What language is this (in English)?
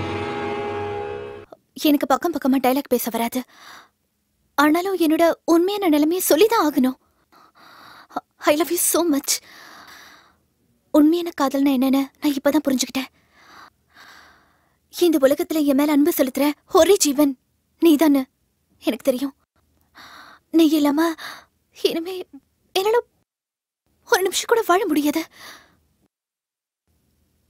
Tamil